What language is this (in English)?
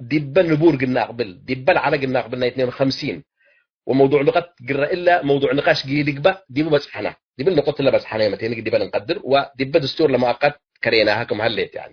Tigre